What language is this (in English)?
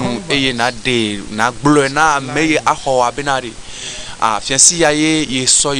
Ewe